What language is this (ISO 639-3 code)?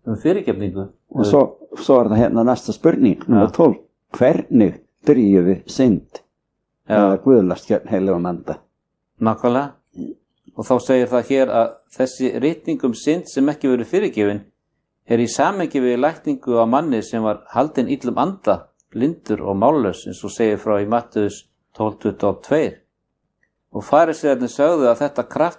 isl